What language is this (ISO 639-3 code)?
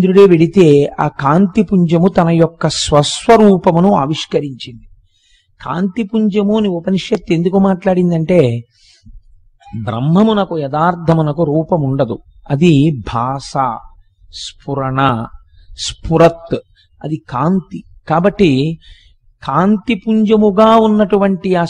tel